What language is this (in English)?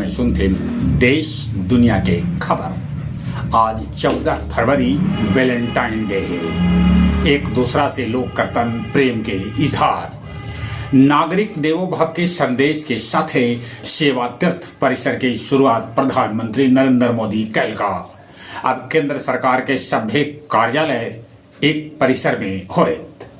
Magahi